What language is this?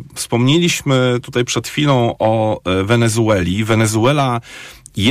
Polish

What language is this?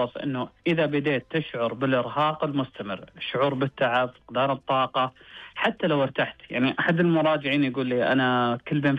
Najdi Arabic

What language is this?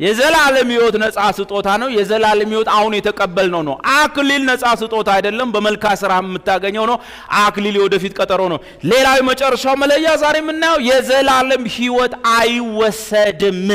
Amharic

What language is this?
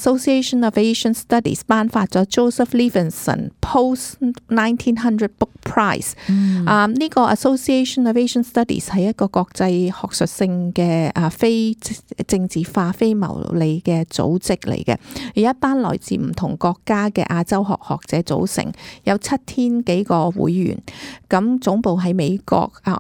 Cantonese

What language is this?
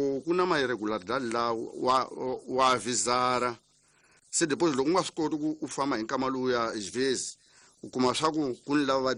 Tsonga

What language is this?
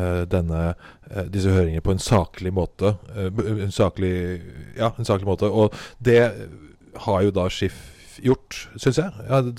Norwegian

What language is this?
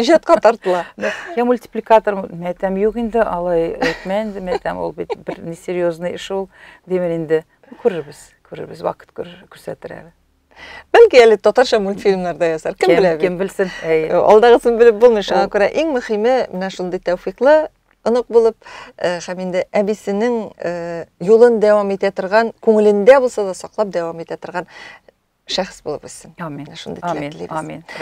Tatar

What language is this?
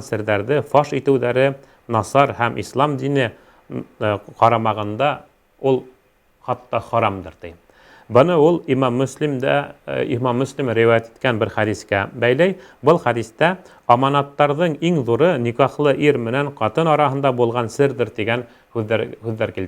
Bashkir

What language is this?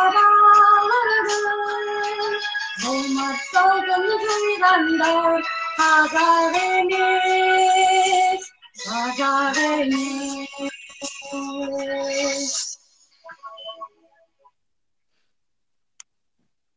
Kazakh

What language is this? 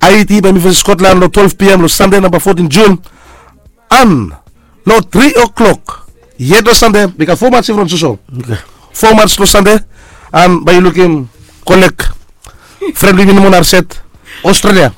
Bislama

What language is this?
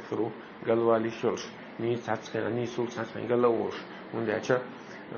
Chechen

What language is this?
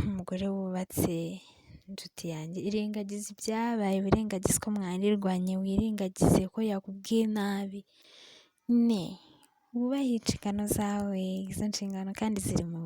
Kinyarwanda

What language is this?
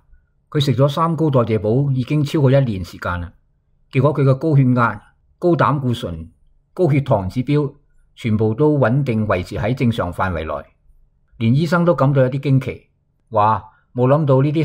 Cantonese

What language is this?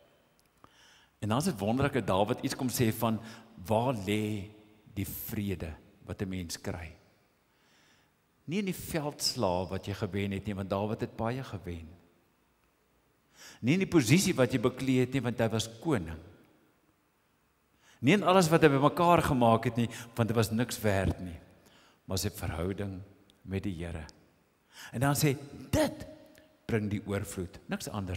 Afrikaans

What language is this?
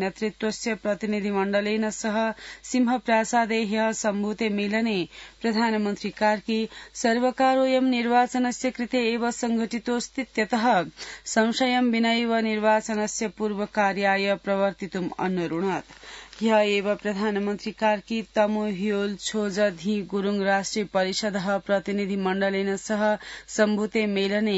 Sanskrit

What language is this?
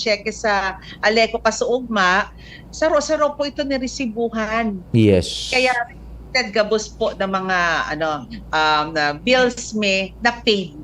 Bikol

